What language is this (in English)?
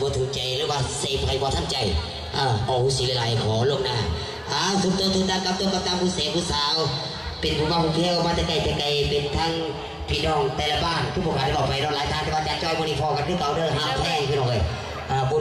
Lao